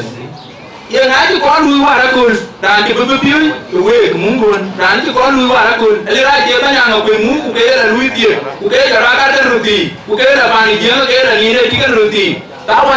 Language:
Dinka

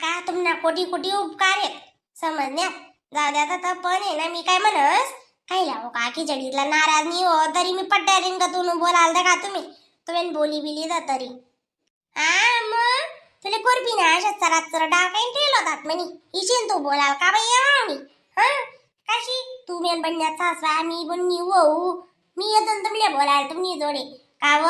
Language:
Khandesi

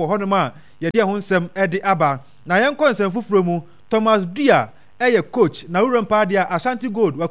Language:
Akan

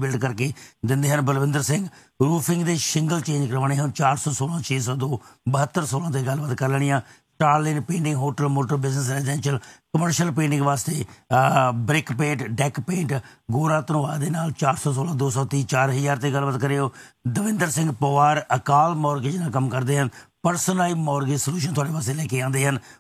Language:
Punjabi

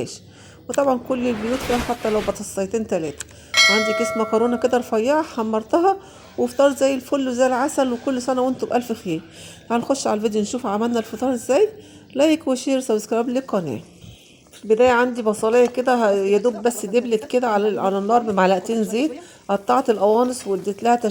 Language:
Egyptian Arabic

